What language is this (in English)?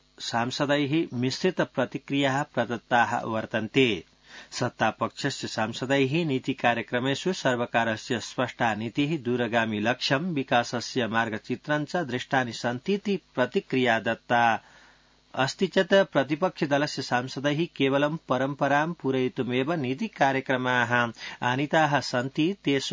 Sanskrit